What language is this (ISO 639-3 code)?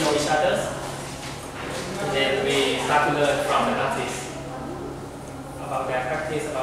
eng